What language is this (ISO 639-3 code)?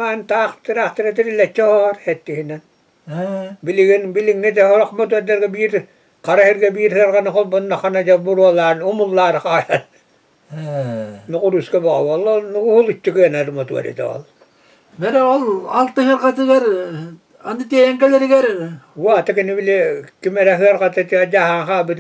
sah